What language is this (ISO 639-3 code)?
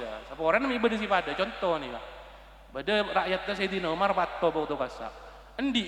mad